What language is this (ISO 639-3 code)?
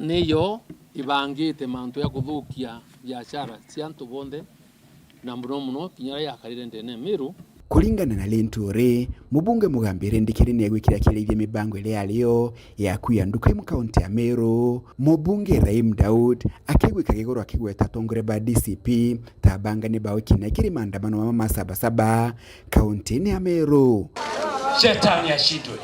mer